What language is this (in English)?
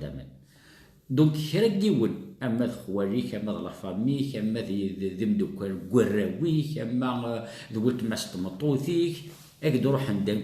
Kabyle